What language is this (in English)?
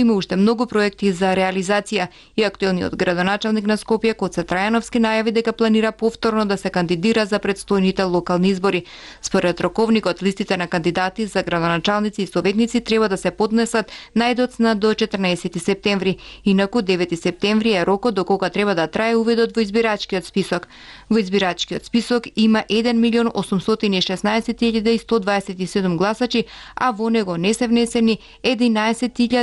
Macedonian